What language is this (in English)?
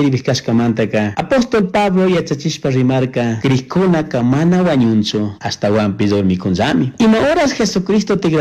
Chimborazo Highland Quichua